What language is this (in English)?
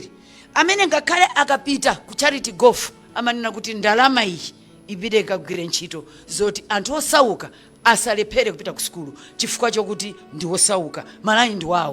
Nyanja